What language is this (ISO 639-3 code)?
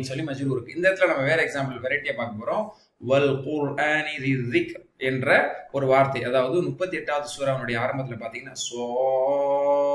tam